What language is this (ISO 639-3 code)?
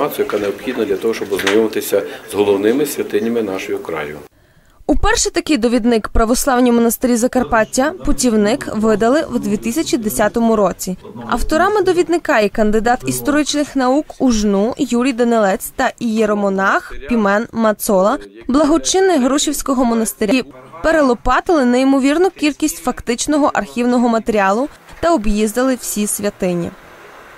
ukr